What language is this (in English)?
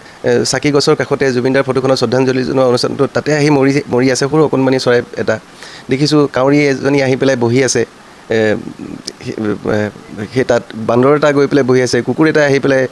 Assamese